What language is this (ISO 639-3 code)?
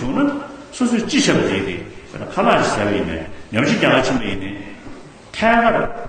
bod